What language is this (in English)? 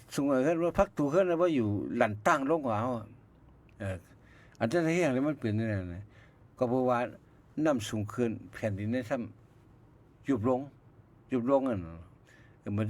Shan